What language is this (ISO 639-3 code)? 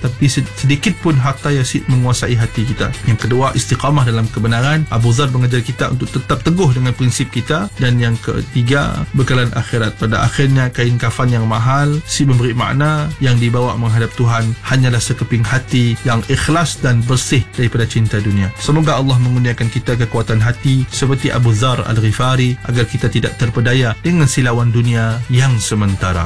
msa